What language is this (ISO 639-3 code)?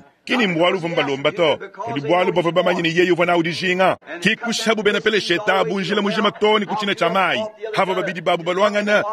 lua